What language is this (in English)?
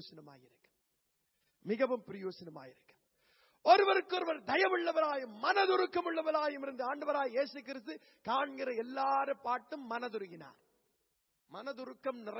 Tamil